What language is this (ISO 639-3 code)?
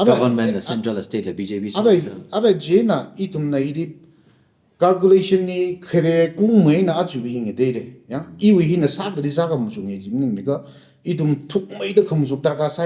nmf